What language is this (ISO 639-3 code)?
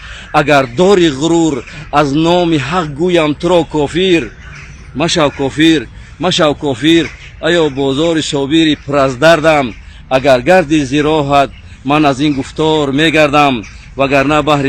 tgk